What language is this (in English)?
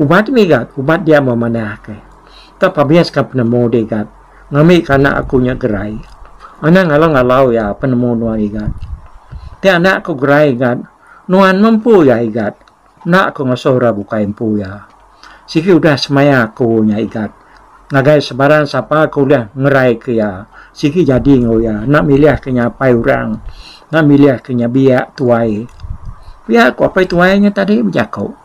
Iban